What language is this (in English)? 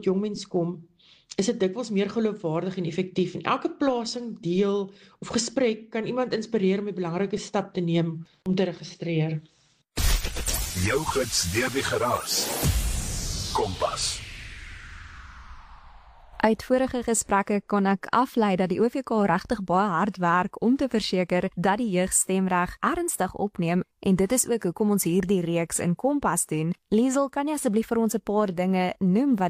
Afrikaans